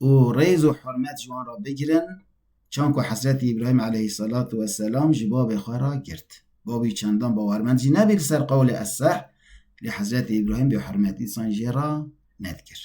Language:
Kurdish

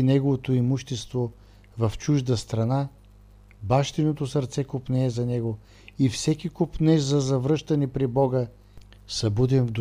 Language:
Bulgarian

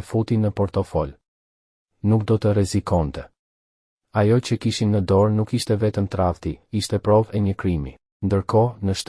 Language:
Albanian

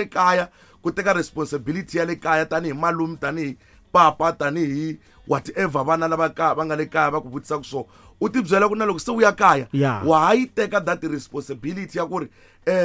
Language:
Tsonga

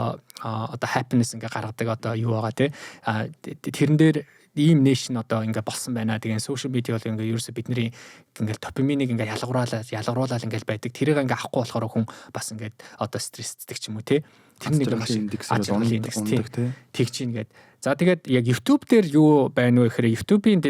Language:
Mongolian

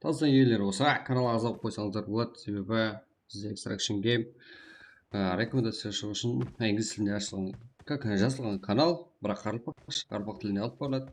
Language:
Kara-Kalpak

